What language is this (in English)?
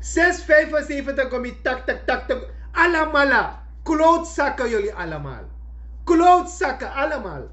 Sranan Tongo